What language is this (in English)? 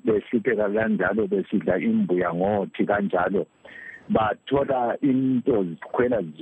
North Ndebele